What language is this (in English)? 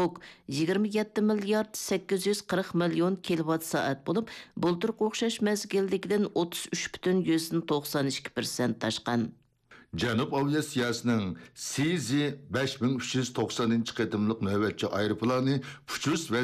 Uyghur